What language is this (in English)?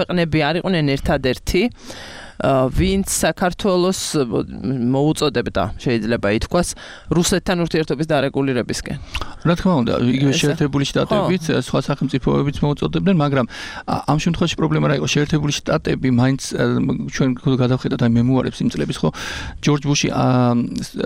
Georgian